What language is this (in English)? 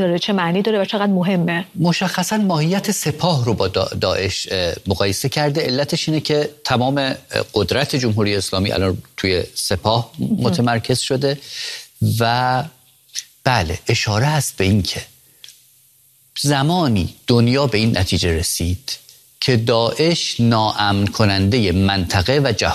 Persian